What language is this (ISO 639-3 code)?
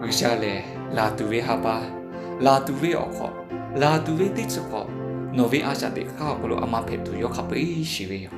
lhu